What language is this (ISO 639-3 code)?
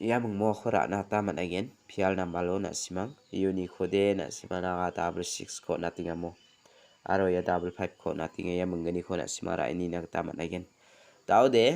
grt